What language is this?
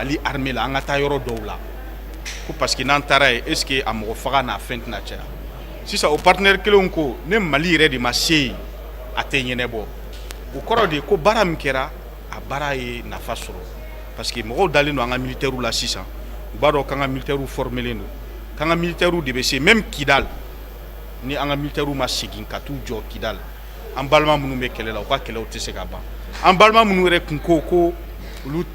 Bambara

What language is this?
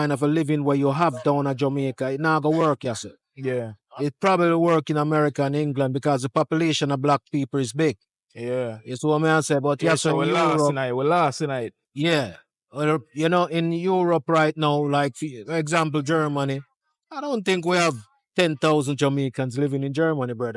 Jamaican Creole English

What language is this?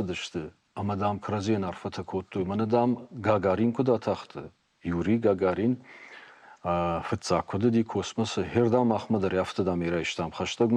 Ossetic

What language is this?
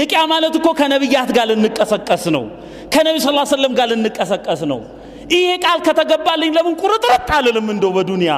Amharic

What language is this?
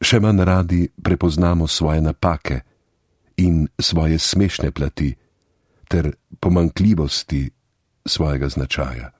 Slovenian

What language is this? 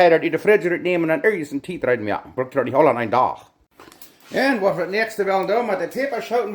Plautdietsch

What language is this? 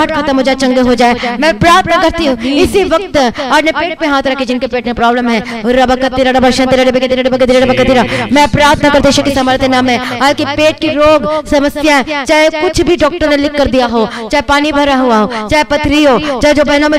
Hindi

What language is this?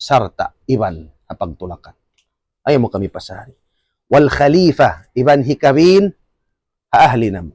Tausug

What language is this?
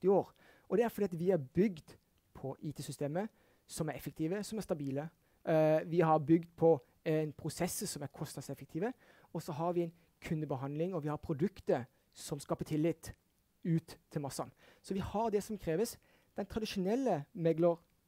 Norwegian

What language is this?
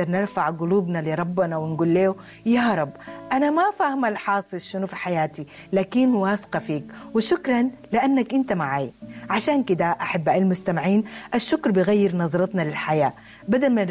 Sudanese Arabic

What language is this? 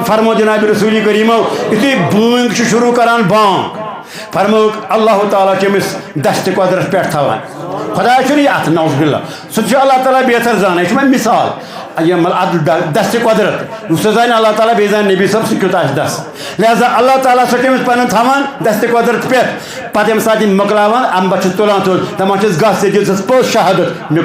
Kashmiri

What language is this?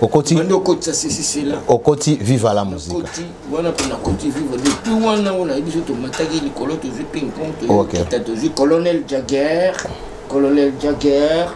Lingala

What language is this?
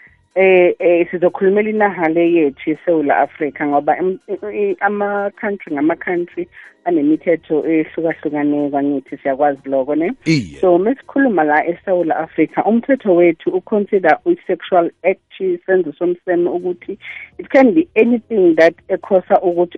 South Ndebele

